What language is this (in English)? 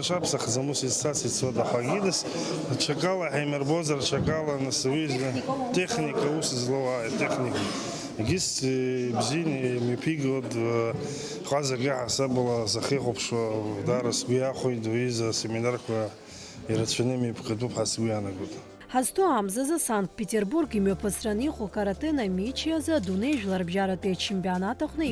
Abkhazian